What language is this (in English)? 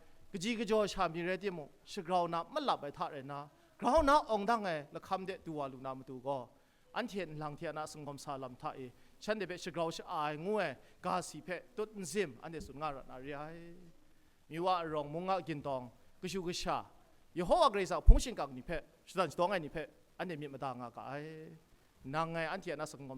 Kachin